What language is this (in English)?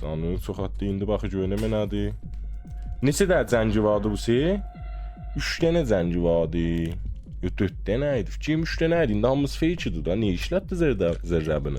South Azerbaijani